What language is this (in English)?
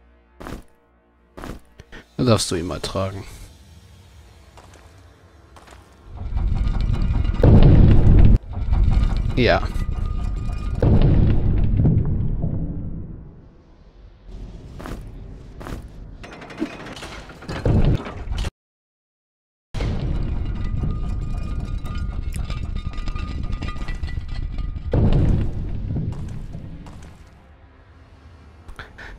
German